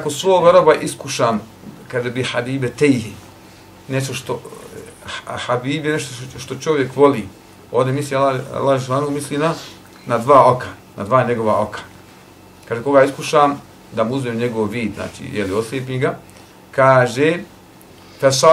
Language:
Bosnian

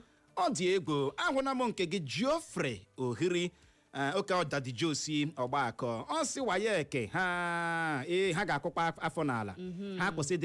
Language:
Igbo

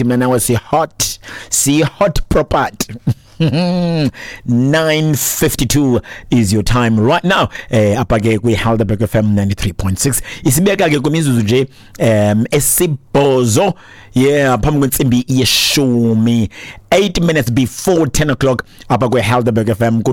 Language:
Xhosa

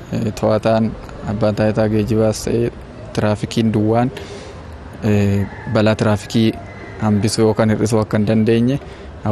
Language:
Oromo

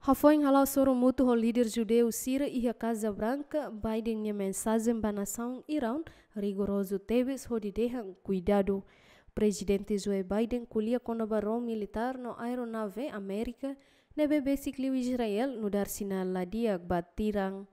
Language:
Tetum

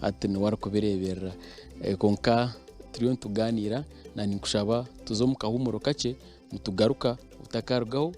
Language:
Nyankole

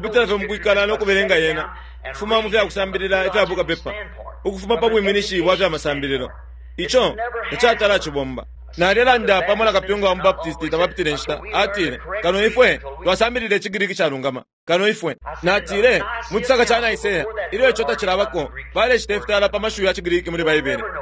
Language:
Bemba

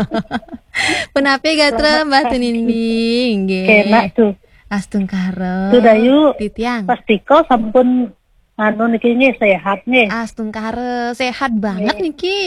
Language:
Balinese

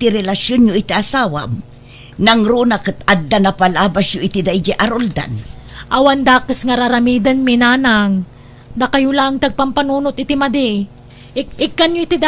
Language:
Iloko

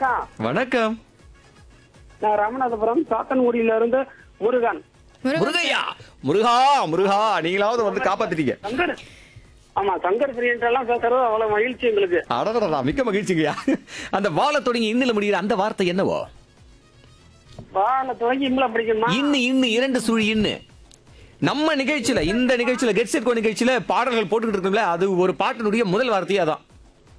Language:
Tamil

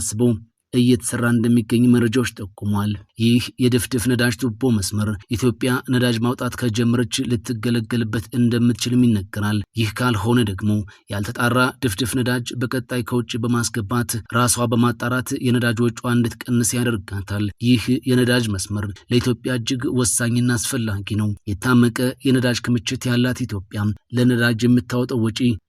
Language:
Amharic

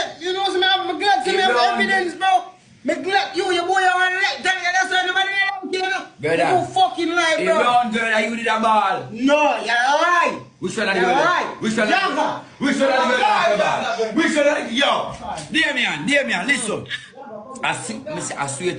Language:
Jamaican Creole English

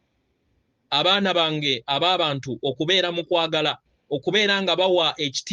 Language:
Ganda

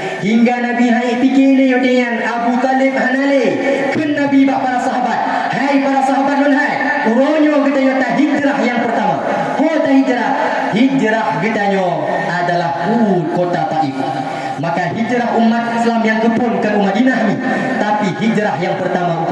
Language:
Achinese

